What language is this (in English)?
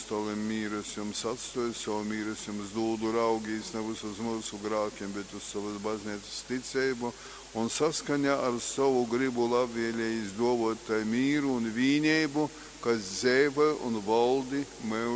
Latgalian